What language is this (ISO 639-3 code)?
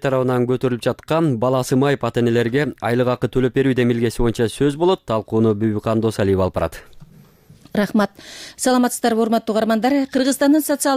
kir